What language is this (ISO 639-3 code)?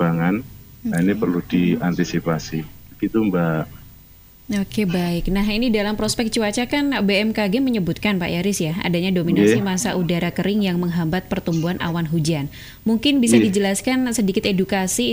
ind